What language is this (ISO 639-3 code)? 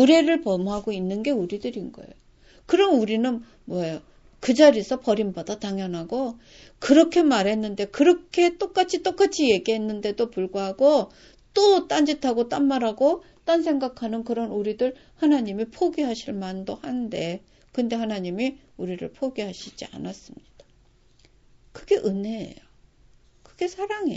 kor